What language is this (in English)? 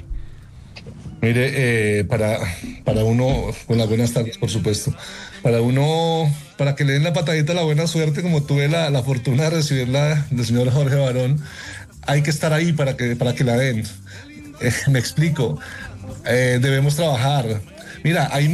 Spanish